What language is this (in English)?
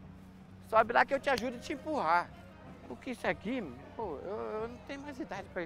Portuguese